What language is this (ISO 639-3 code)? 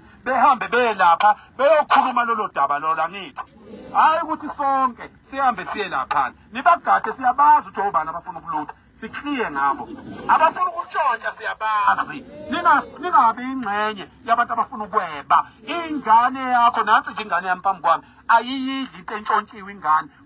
zul